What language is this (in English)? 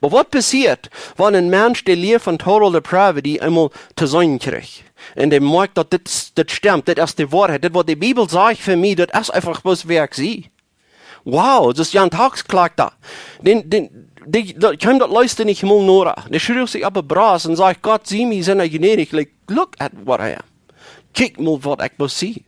Plautdietsch